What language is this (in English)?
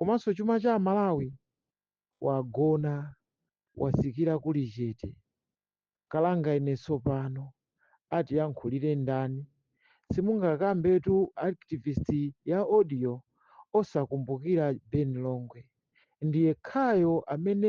Nyanja